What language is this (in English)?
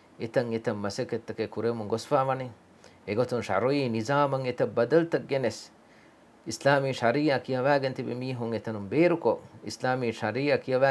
Divehi